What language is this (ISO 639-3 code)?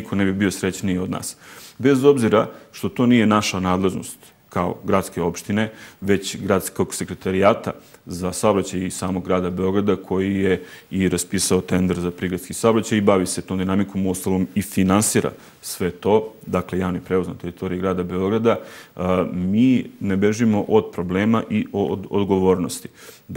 srp